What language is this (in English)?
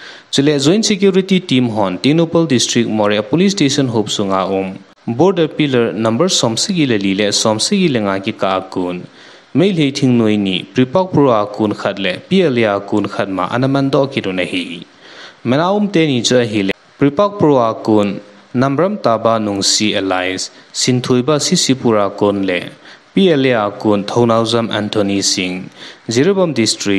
Thado Chin